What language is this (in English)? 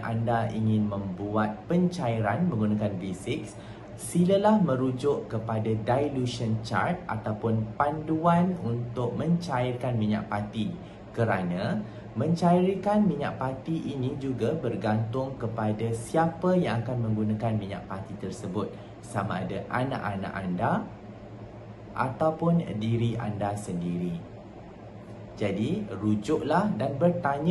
Malay